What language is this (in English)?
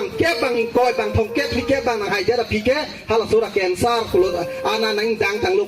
Karbi